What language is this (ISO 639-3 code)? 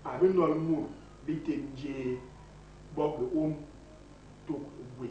bas